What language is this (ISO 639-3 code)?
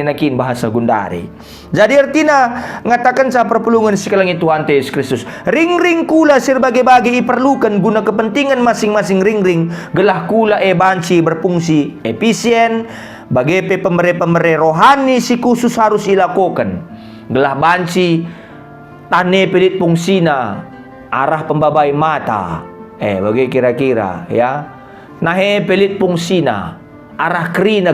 btx